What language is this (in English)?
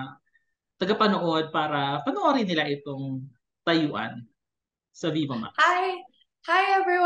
Filipino